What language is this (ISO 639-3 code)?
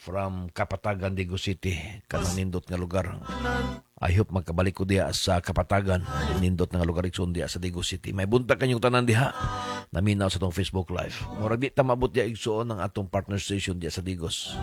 ceb